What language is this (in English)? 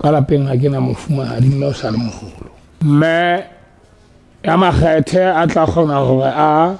Southern Sotho